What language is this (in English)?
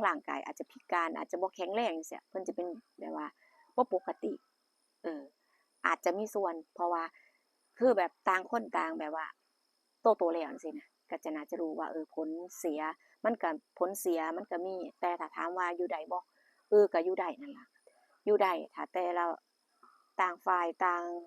Northeastern Thai